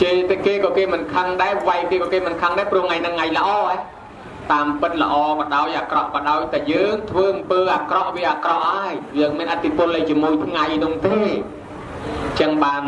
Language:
Khmer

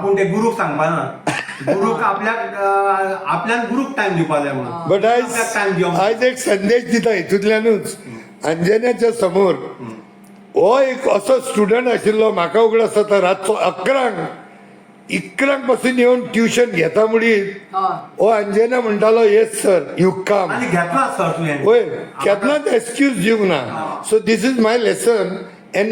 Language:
Konkani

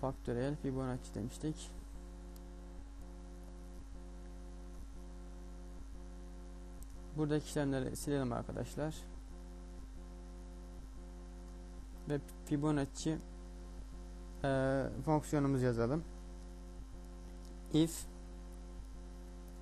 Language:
Turkish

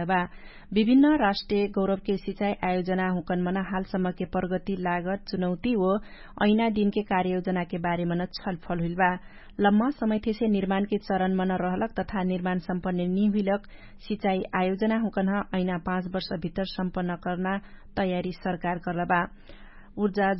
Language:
Dangaura Tharu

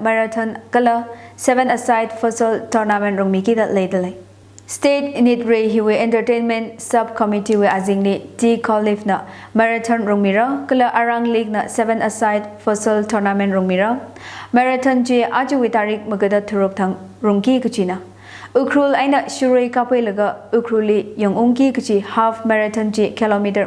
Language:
Tangkhul Naga (India)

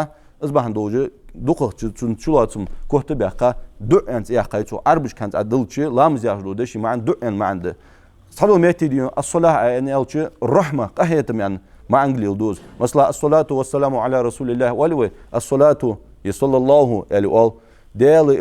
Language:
Ingush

